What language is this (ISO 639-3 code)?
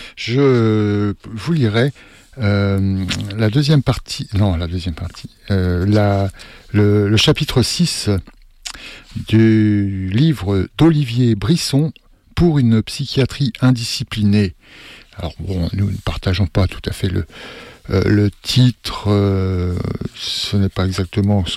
fra